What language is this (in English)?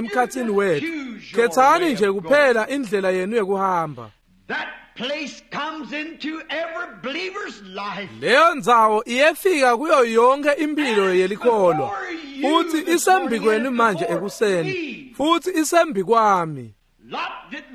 Swati